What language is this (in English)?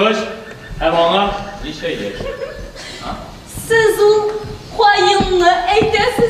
Tatar